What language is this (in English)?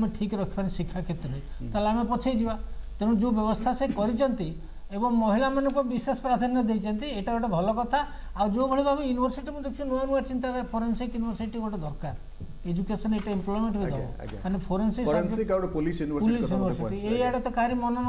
Odia